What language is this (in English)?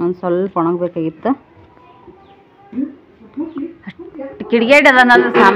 Kannada